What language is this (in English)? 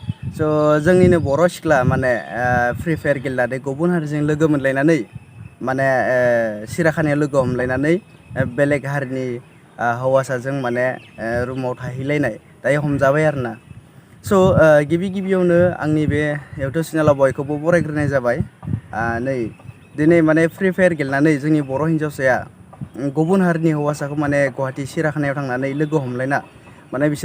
Bodo